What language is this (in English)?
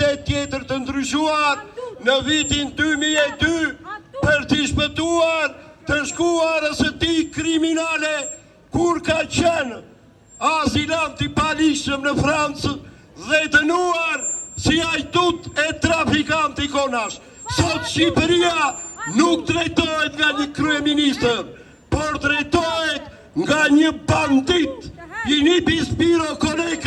Albanian